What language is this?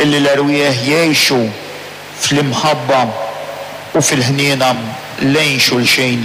Maltese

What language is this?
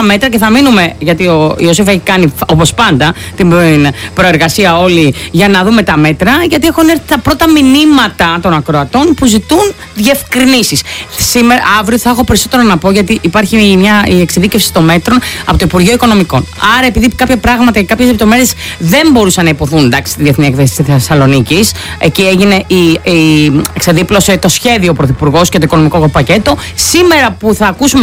Greek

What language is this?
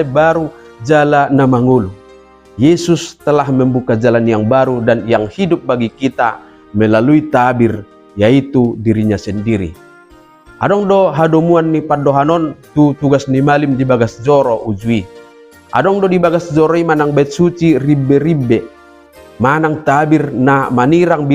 Batak Toba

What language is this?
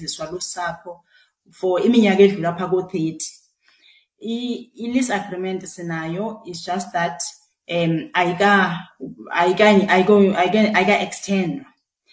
Xhosa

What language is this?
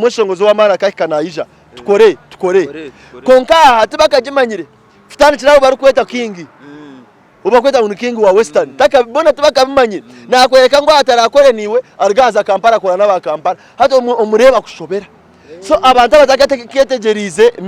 Nyankole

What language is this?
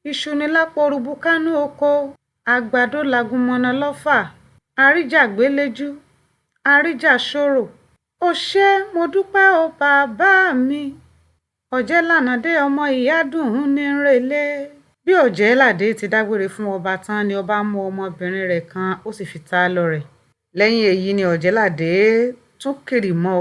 Yoruba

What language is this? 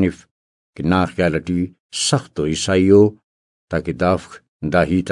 Brahui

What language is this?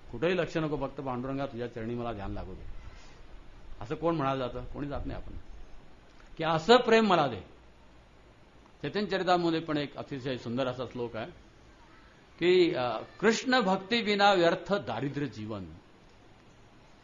Marathi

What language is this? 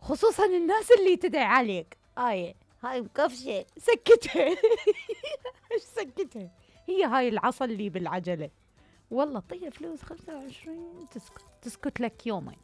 Mesopotamian Arabic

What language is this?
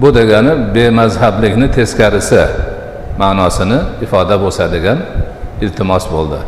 Uzbek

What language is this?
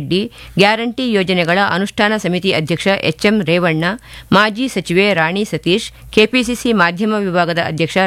Kannada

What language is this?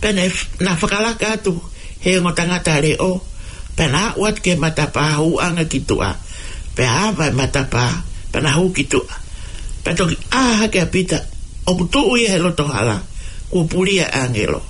Tongan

